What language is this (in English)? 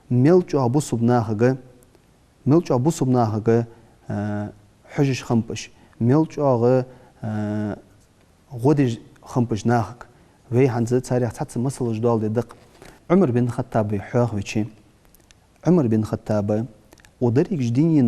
Ingush